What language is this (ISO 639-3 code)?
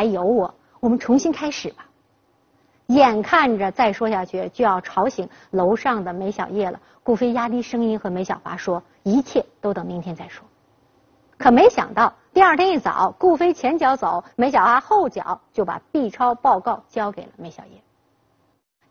zho